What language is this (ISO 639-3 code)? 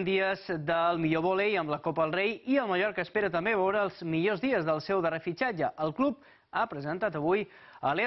cat